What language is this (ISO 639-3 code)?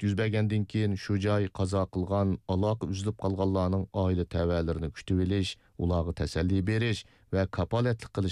uig